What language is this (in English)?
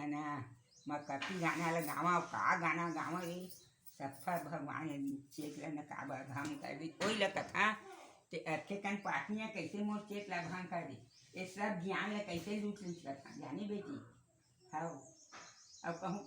Chhattisgarhi